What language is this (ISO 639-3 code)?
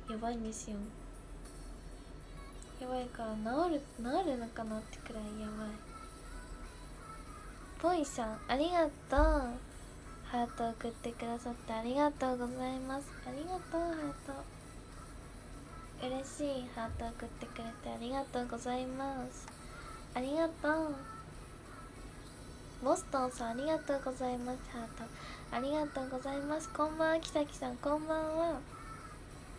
jpn